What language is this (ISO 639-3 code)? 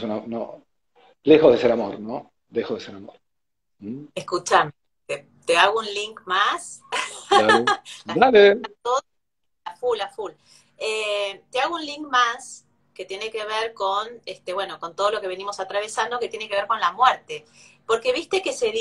spa